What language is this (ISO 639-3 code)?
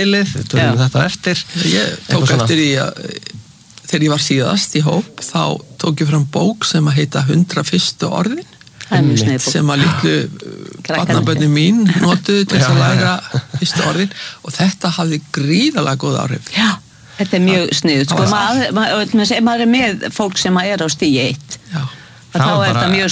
isl